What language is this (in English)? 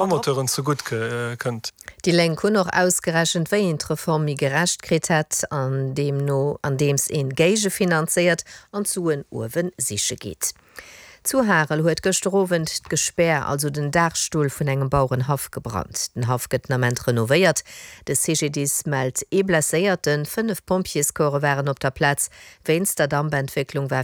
Luxembourgish